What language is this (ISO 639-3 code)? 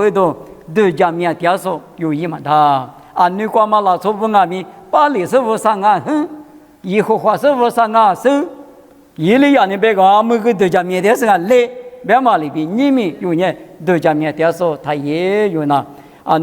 lis